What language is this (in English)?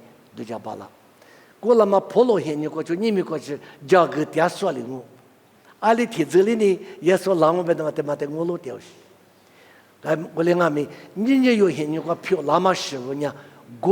Lisu